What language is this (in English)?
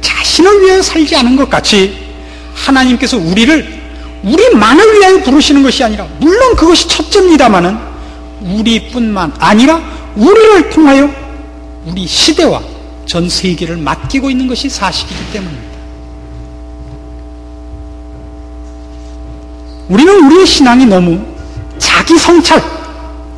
Korean